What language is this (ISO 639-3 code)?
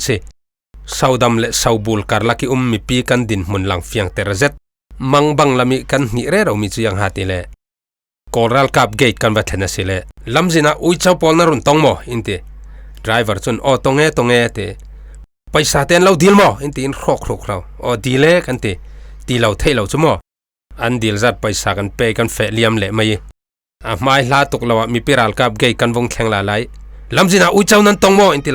cfm